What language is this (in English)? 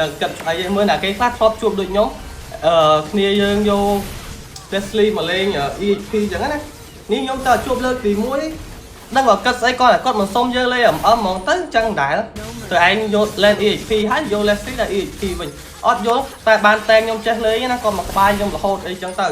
Khmer